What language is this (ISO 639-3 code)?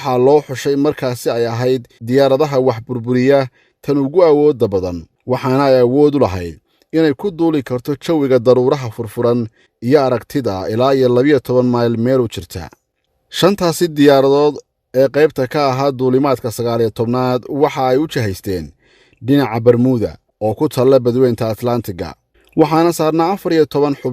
som